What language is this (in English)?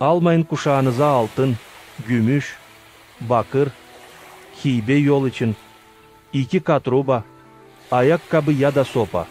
Gagauz